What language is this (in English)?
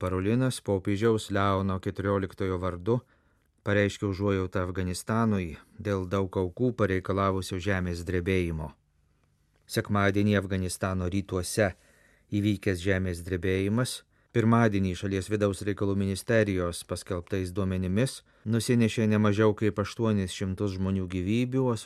Lithuanian